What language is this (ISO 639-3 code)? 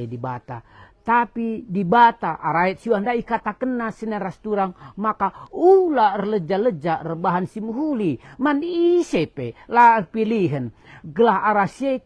btx